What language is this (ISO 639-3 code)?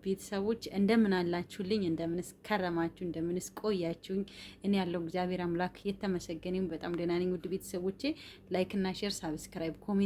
amh